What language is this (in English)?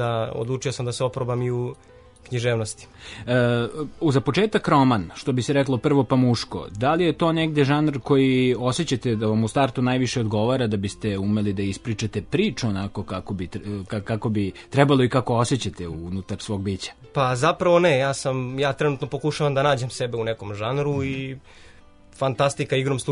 Serbian